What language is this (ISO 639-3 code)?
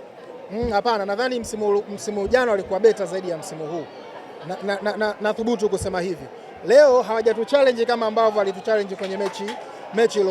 swa